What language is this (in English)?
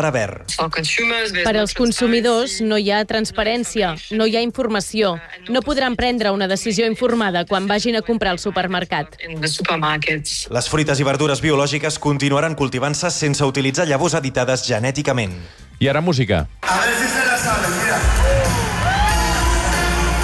Catalan